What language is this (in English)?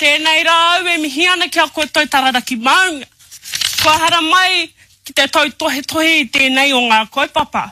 Māori